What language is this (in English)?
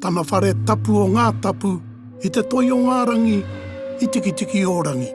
Māori